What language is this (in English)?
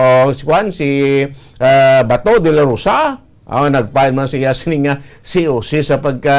Hiligaynon